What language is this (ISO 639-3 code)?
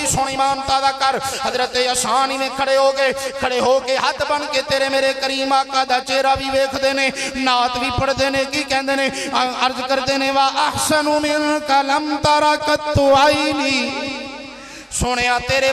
lah